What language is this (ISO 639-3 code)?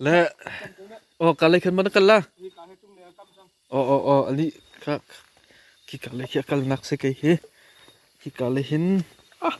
cnh